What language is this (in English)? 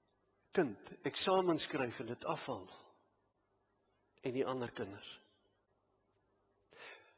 Afrikaans